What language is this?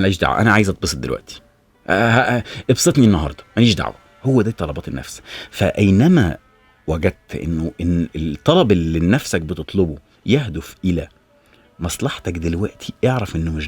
Egyptian Arabic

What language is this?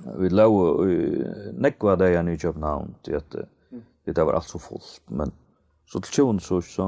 Faroese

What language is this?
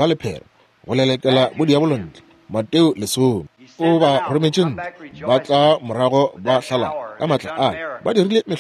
Northern Sotho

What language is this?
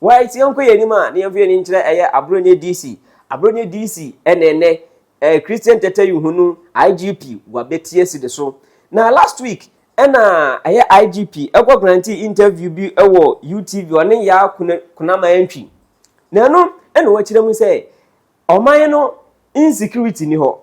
Akan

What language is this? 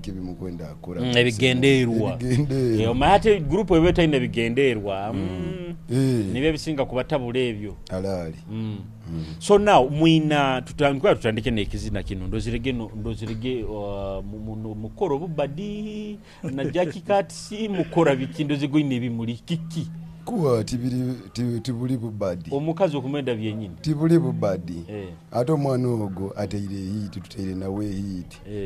Nyoro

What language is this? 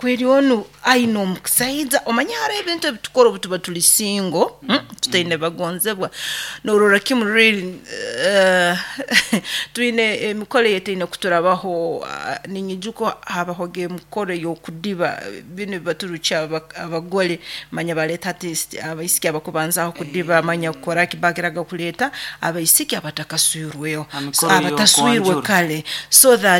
Nyoro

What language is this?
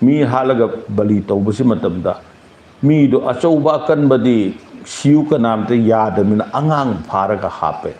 Manipuri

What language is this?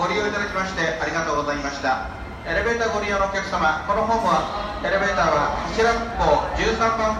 Japanese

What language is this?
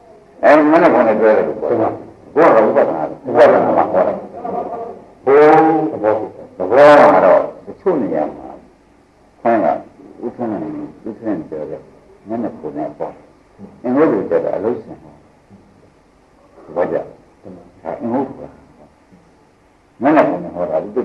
Burmese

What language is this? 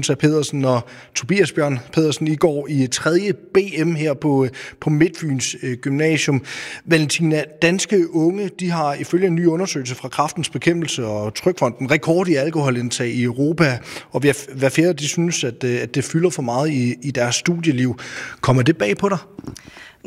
Danish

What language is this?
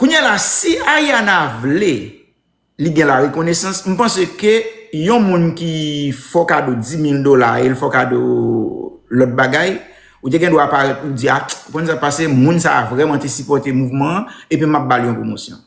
Haitian Creole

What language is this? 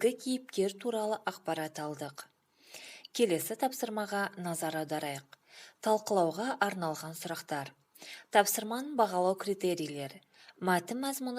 Kazakh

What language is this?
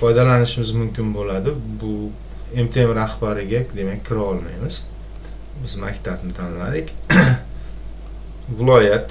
Uzbek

